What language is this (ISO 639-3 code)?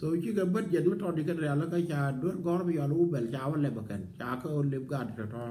nus